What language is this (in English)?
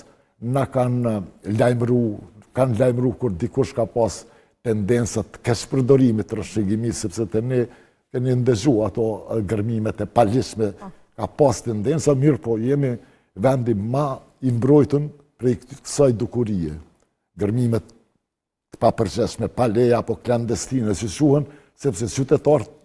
Albanian